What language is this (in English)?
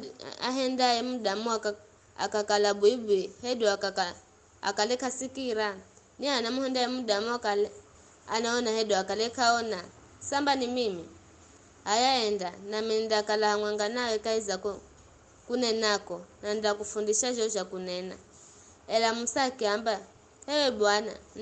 Giryama